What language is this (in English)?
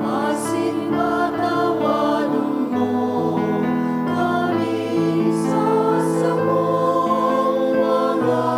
Bikol